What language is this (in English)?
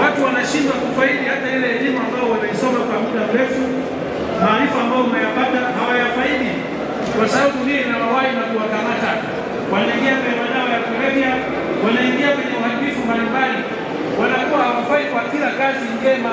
Swahili